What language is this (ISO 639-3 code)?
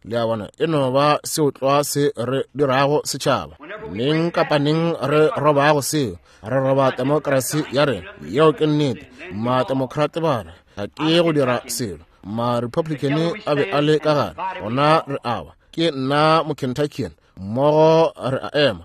nso